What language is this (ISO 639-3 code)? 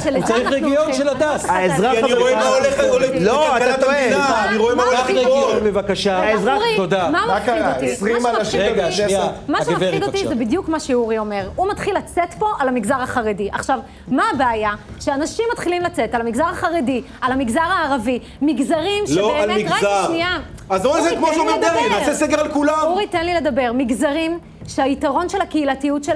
heb